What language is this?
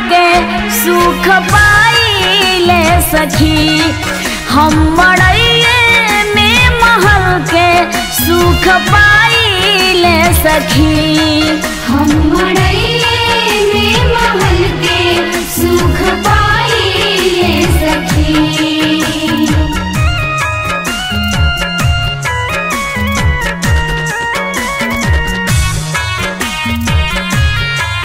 Bhojpuri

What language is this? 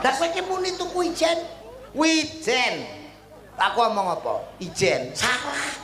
Javanese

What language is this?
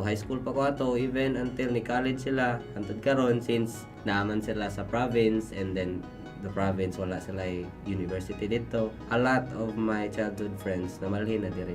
Cebuano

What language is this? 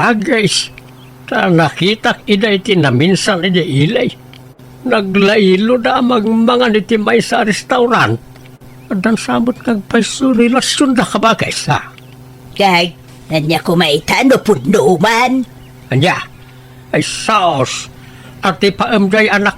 Iloko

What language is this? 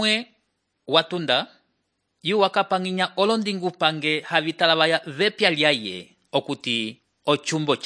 Umbundu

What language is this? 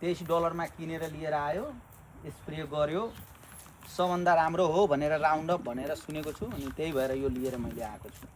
Nepali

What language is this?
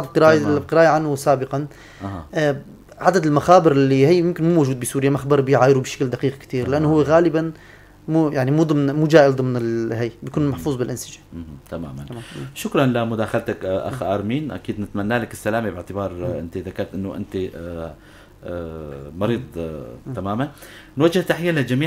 North Levantine Arabic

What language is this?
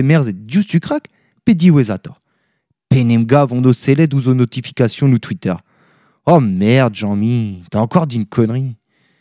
Breton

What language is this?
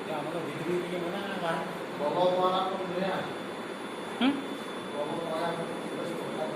Santali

